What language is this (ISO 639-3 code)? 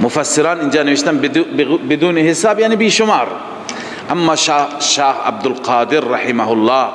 fas